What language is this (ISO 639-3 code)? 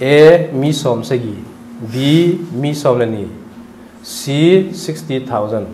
tcz